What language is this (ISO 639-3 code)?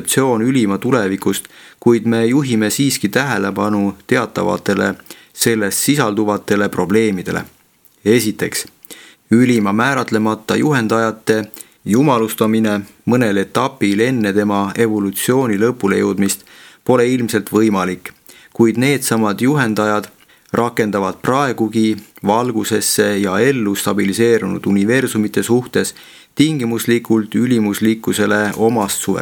est